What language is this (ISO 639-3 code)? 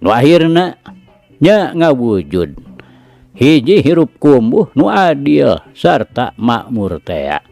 sun